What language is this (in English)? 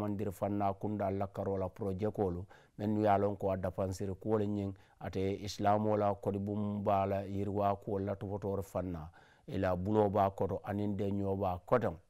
Mandingo